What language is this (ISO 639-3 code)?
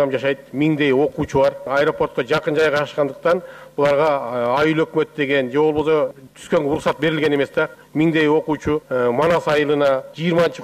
kir